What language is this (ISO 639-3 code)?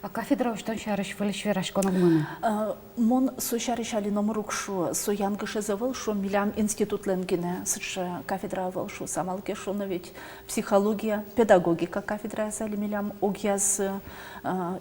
udm